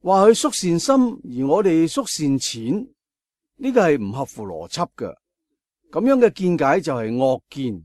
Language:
Cantonese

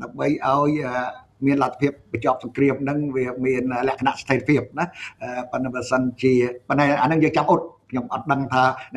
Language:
Khmer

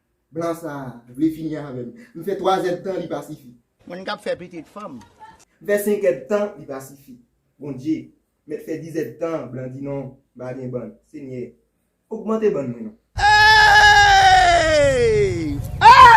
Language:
Haitian Creole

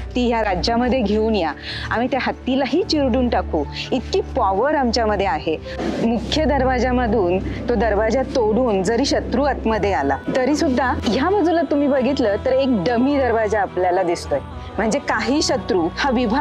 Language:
Marathi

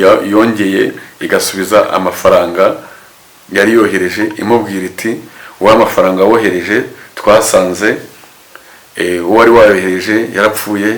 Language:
Kinyarwanda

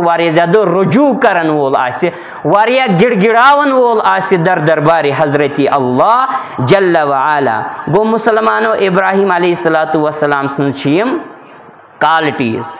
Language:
Kashmiri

